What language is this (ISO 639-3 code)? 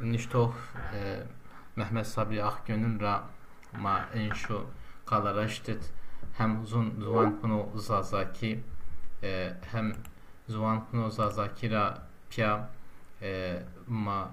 zza